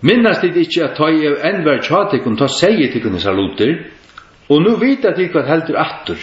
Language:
Faroese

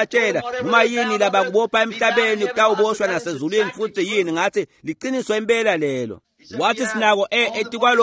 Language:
Swati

